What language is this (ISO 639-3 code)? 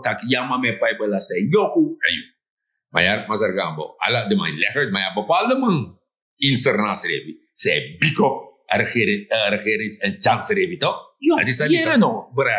srn